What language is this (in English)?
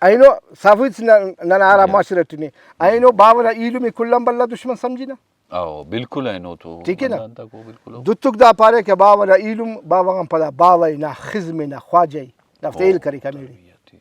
Brahui